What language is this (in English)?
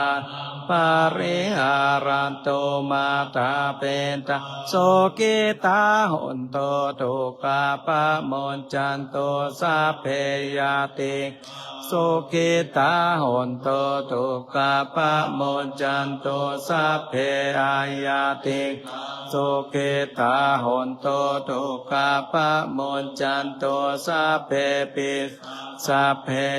Pali